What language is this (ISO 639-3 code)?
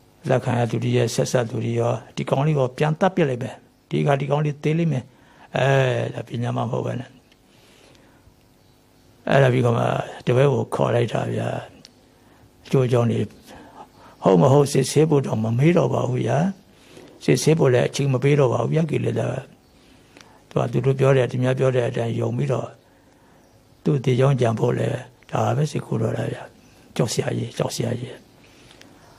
mya